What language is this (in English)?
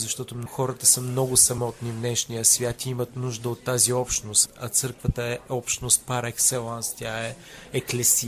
Bulgarian